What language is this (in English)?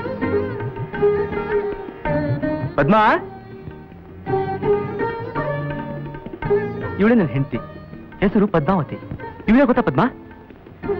Kannada